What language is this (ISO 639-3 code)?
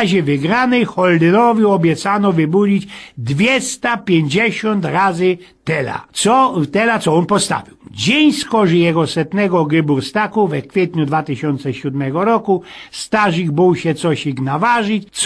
szl